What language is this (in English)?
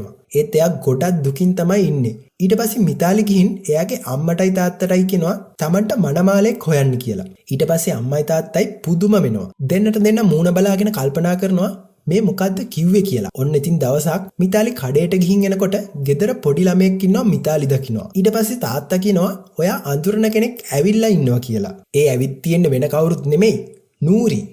Sinhala